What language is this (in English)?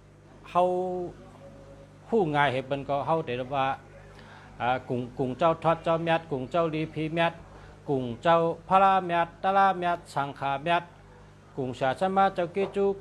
Shan